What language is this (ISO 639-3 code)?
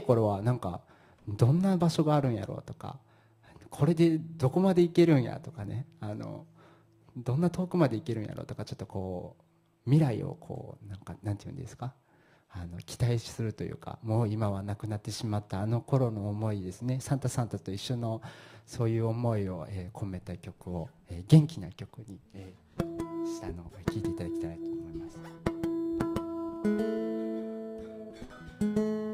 jpn